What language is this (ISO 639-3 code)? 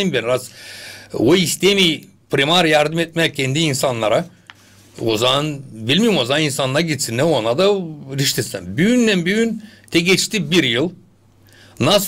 gag